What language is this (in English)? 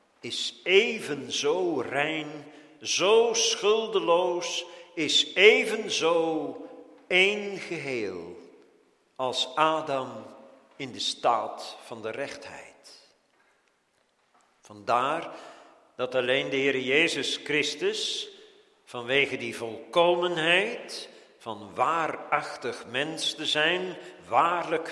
Dutch